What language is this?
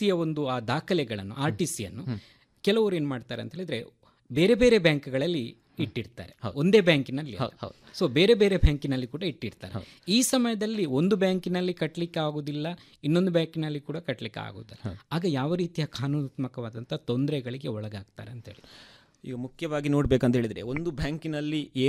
Kannada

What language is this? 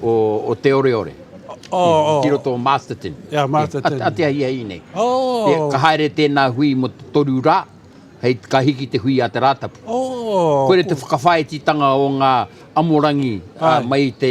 Māori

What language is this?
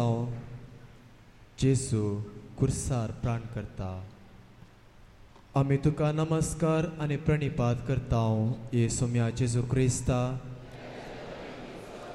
Konkani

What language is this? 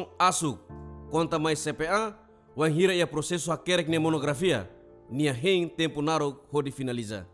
Tetum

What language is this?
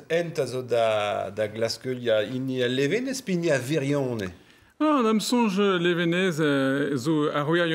Breton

